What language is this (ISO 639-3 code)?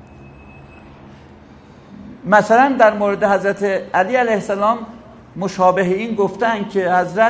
fas